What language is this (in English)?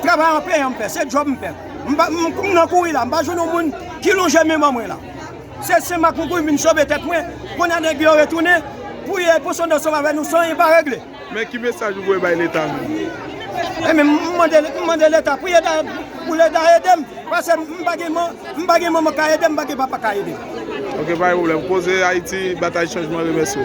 Haitian Creole